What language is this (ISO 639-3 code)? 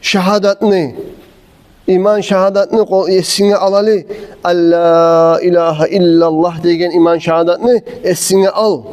kum